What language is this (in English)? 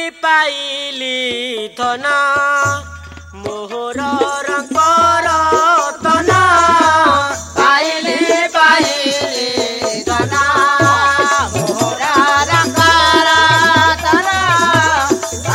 Odia